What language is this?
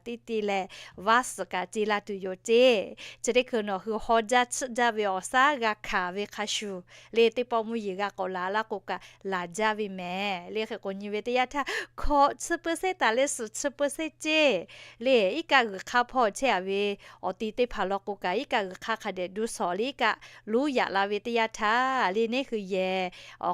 Lahu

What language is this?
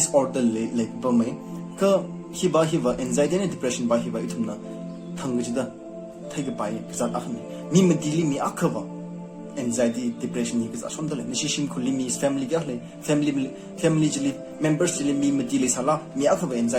Tangkhul Naga (India)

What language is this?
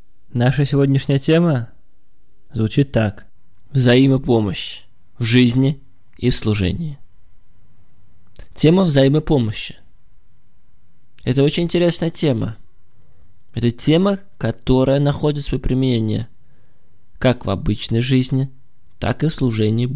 Russian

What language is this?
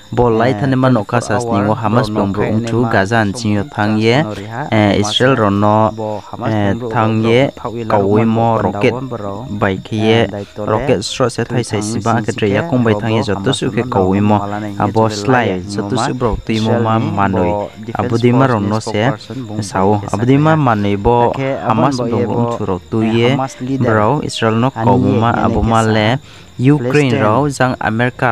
Riang (India)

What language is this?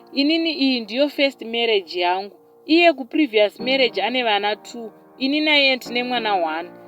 Shona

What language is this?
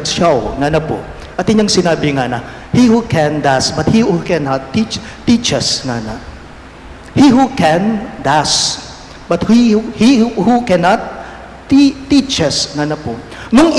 Pampanga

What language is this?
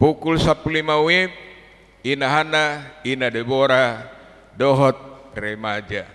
Batak Toba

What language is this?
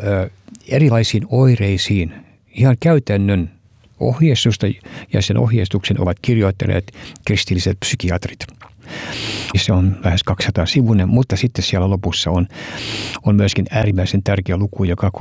Finnish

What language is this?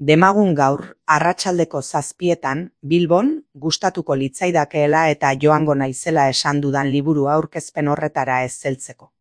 Basque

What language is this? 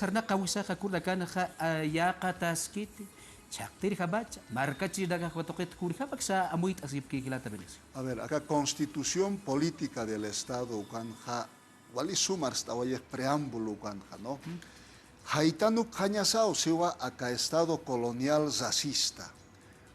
Aymara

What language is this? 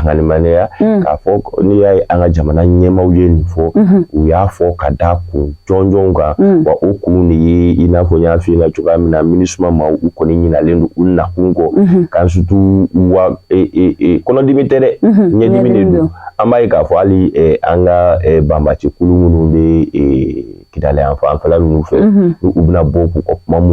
Bambara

